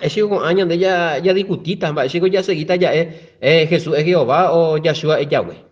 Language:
Guarani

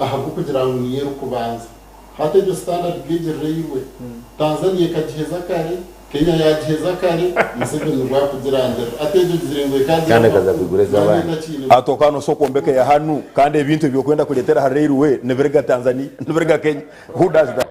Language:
Nyankole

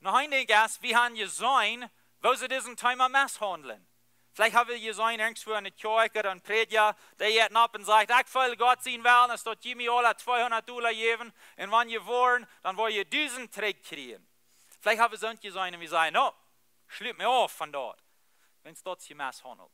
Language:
Plautdietsch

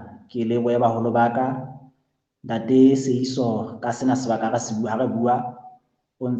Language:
Southern Sotho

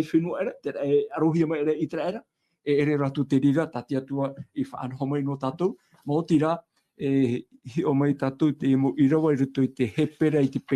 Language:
Tahitian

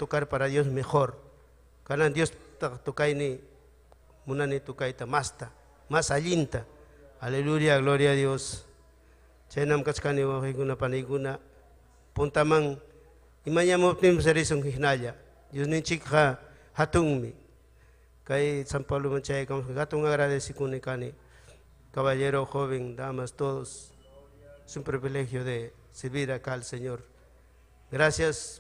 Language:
Ayacucho Quechua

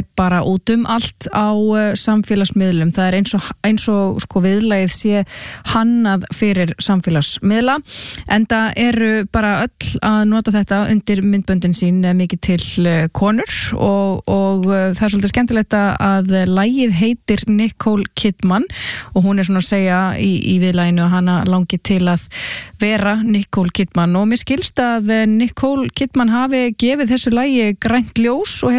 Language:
Icelandic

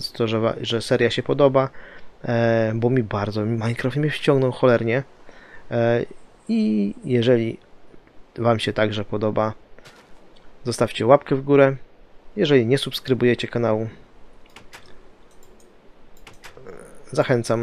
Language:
Polish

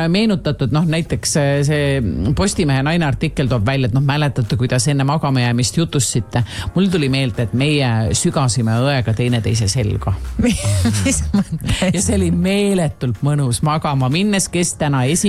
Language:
Estonian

